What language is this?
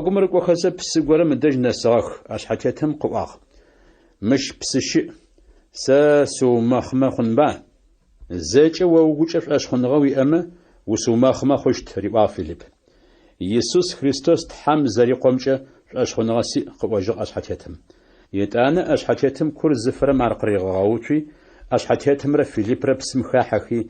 Adyghe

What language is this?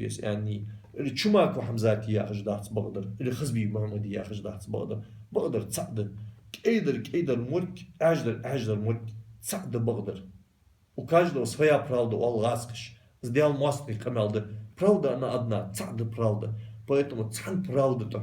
Ingush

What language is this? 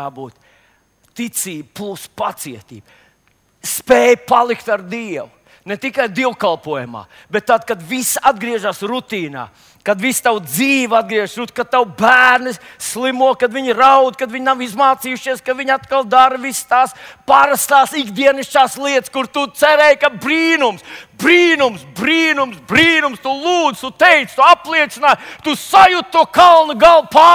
Latvian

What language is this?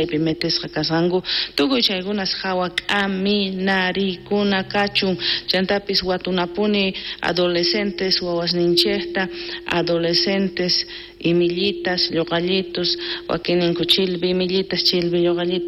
South Bolivian Quechua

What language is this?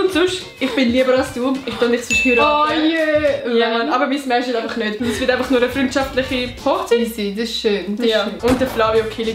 Swiss German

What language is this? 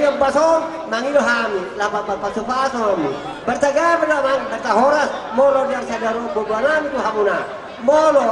Batak Toba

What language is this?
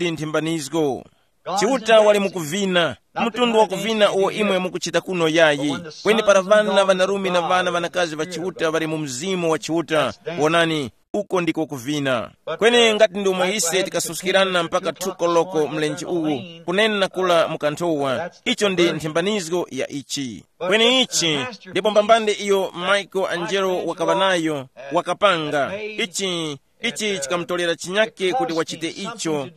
Tumbuka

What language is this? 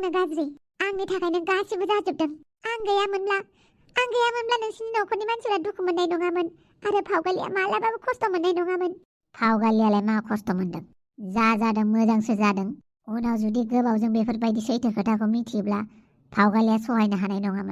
Bodo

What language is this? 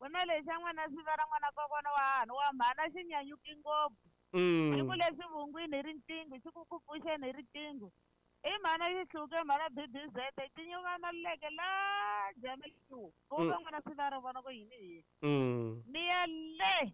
Tsonga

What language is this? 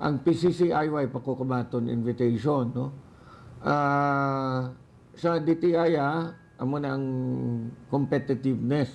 Hiligaynon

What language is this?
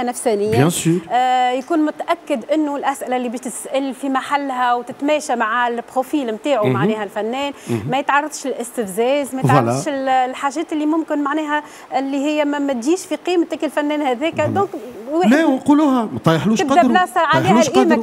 Tunisian Arabic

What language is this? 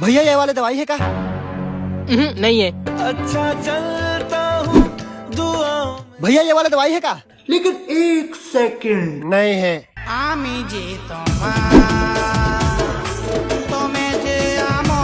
Chhattisgarhi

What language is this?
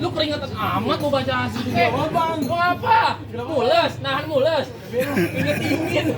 Betawi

